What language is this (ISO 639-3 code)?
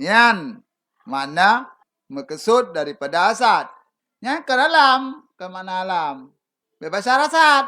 ace